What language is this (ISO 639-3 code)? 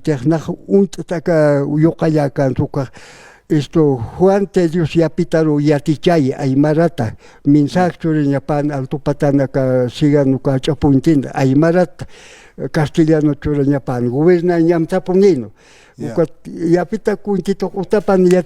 aym